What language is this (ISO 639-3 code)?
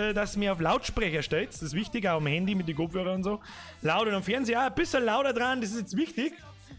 bar